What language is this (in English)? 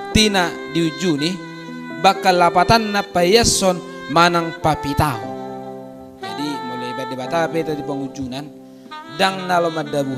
Batak Toba